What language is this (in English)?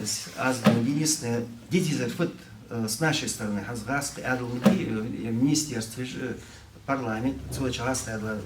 Ingush